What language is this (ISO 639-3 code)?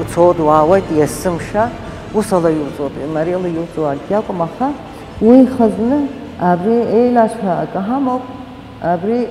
abk